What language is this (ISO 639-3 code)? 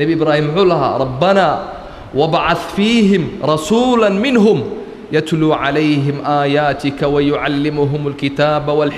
som